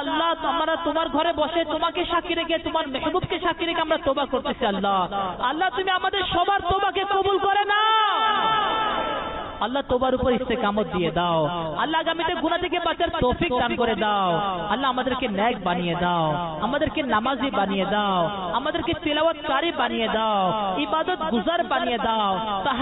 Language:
Bangla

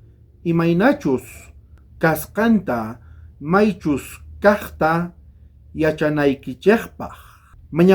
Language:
South Bolivian Quechua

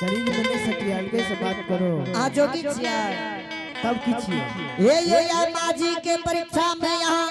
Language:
Angika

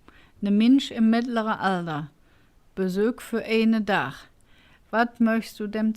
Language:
Colognian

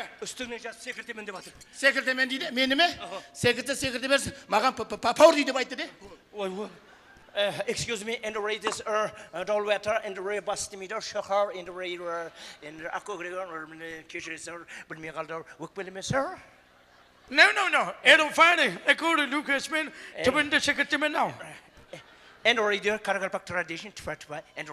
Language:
Kara-Kalpak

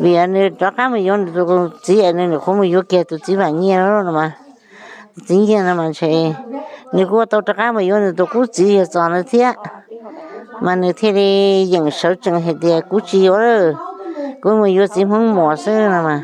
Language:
Hmong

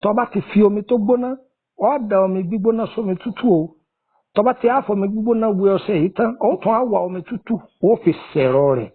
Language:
Yoruba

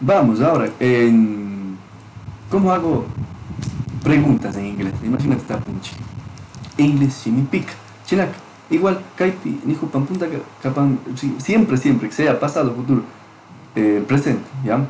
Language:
Chimborazo Highland Quichua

